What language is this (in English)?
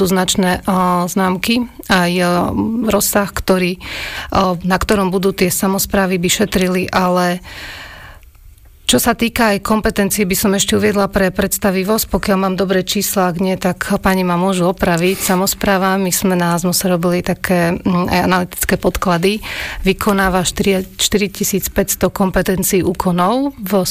Slovak